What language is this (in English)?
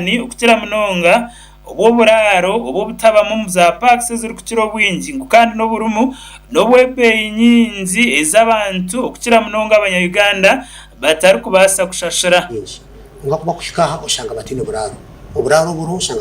Nyankole